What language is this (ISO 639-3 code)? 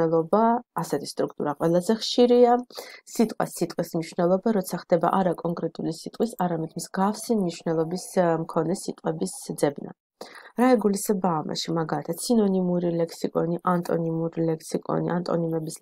kat